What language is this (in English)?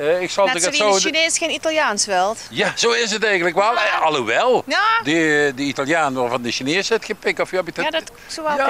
Limburgish